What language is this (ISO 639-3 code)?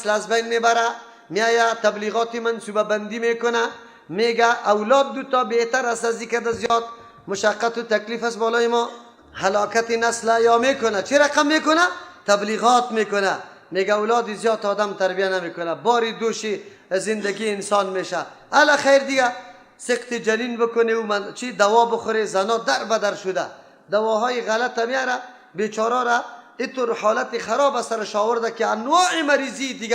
fas